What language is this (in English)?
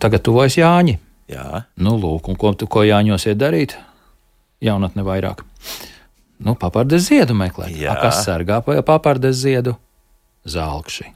Latvian